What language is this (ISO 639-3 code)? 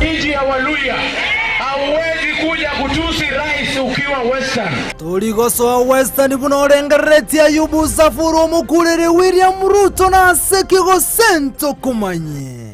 guz